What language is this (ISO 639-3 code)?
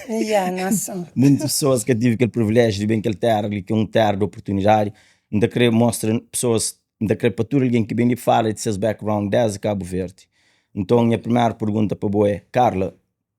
kea